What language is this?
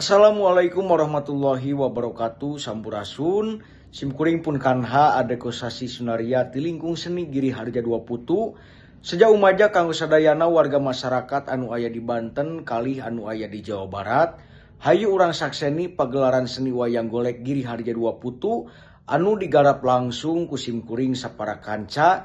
Sundanese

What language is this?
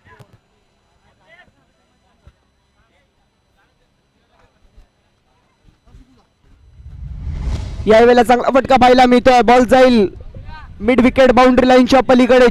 Marathi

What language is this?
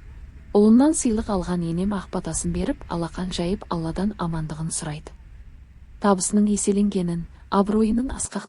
Kazakh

